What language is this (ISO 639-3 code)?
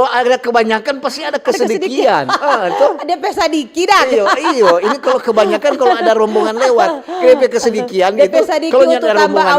xmm